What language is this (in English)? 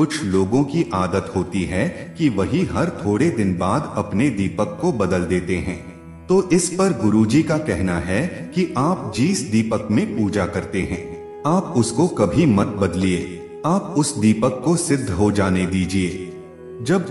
Hindi